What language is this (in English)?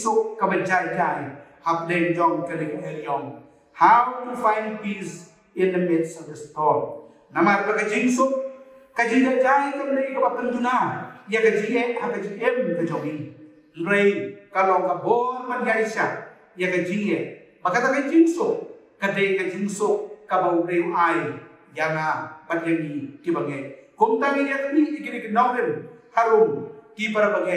Khasi